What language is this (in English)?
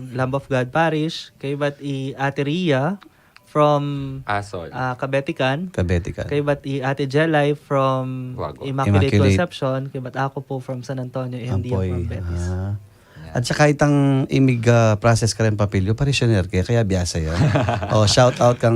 Pampanga